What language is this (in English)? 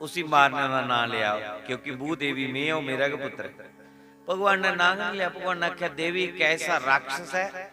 Dogri